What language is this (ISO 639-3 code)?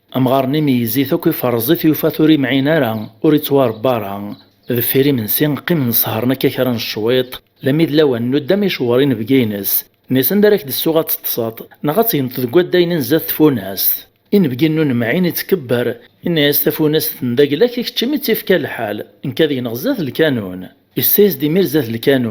kab